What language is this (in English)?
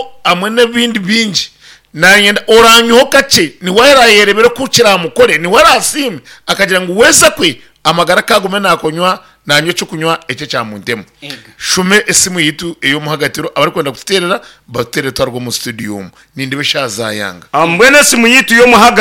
Nyankole